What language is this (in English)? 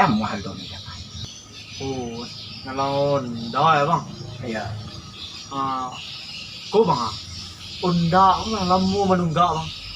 Minangkabau